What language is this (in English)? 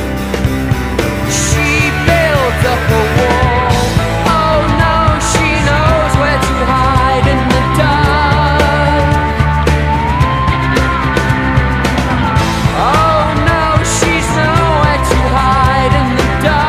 English